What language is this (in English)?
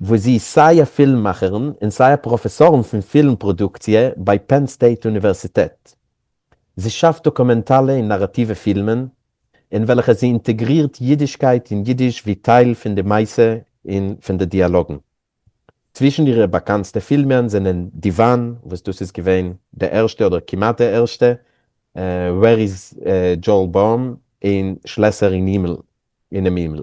Yiddish